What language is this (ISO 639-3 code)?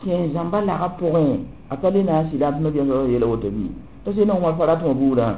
mos